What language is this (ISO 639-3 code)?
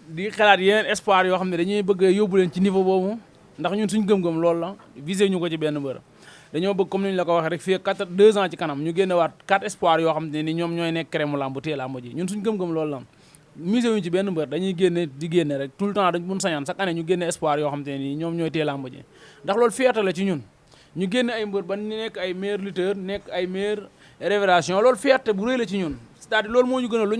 wol